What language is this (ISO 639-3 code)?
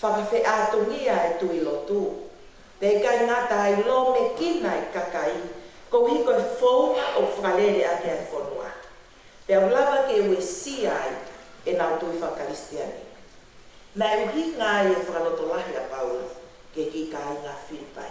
ton